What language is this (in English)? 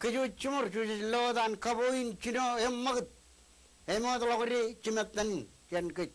Marshallese